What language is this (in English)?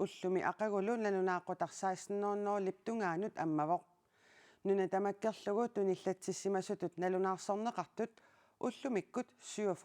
Kalaallisut